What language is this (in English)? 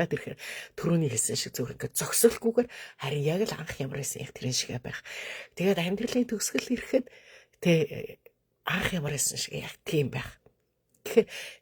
Mongolian